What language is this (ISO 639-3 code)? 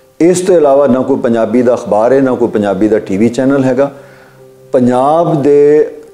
lah